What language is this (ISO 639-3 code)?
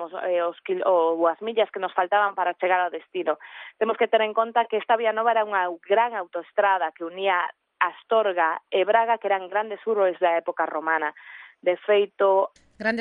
glg